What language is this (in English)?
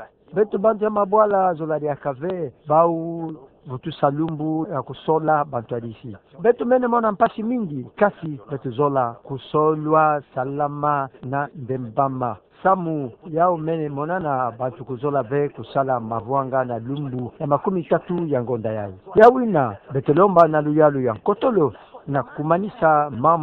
Kituba (Democratic Republic of Congo)